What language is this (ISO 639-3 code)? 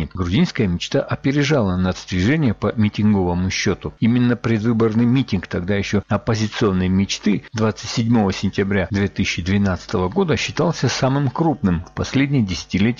rus